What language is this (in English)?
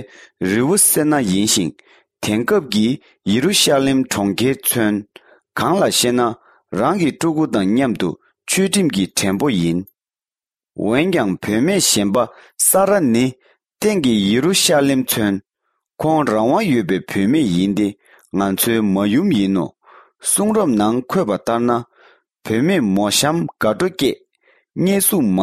Tibetan